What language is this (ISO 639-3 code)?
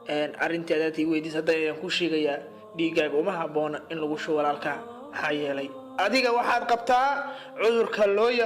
som